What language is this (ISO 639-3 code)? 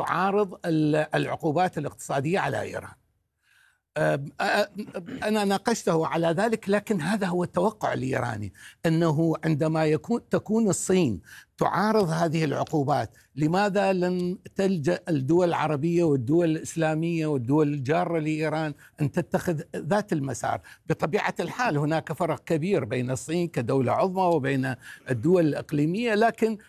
ara